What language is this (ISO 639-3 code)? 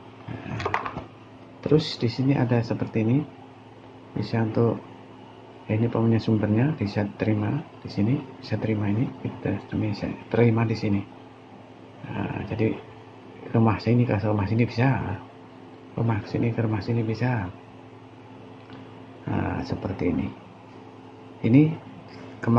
ind